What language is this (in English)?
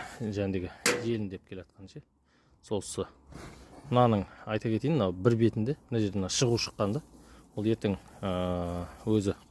Kazakh